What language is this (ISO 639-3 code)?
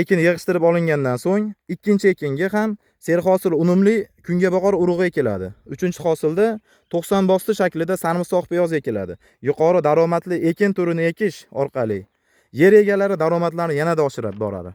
uzb